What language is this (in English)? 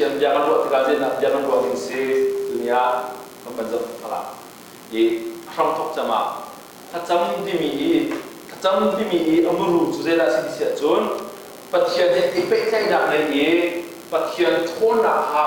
Hakha Chin